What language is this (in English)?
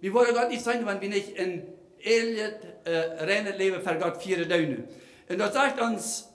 Plautdietsch